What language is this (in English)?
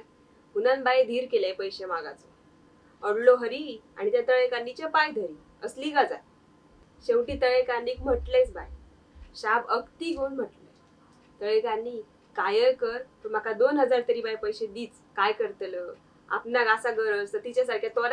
Konkani